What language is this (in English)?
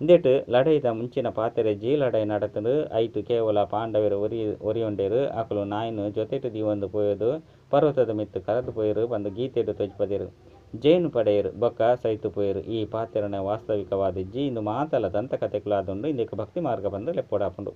Tulu